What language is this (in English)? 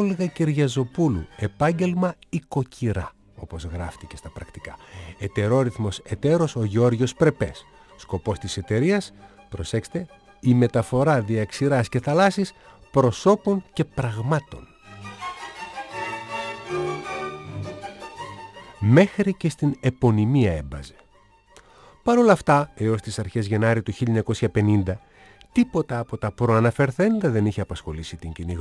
Greek